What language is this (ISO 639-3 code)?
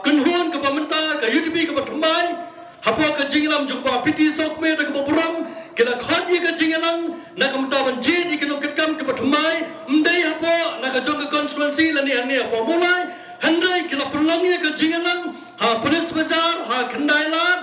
kha